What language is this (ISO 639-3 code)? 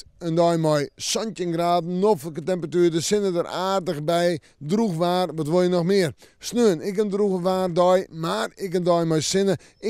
fry